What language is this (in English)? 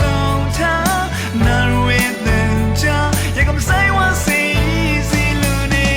Rawang